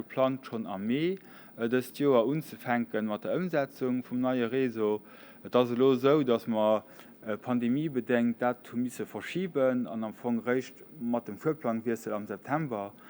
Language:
Luxembourgish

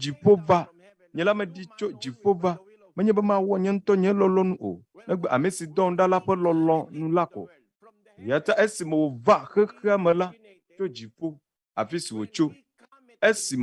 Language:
Ewe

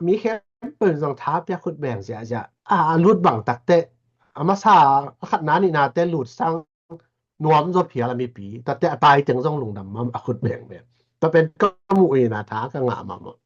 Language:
Tedim Chin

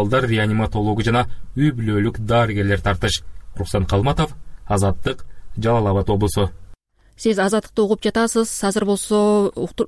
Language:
Kyrgyz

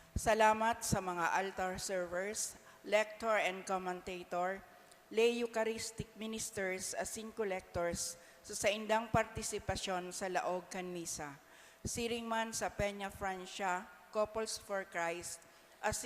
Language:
Bikol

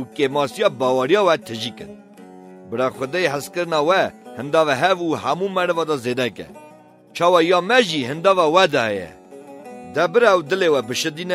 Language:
Kurdish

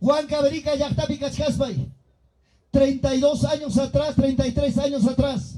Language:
Ayacucho Quechua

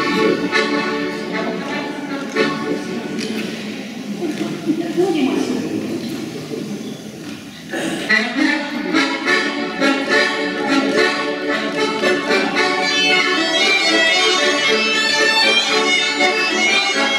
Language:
French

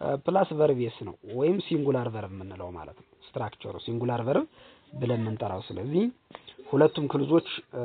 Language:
Amharic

